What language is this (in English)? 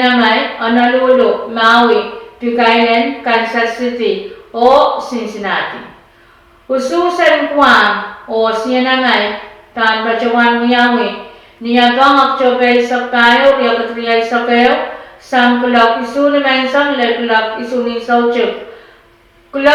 Pohnpeian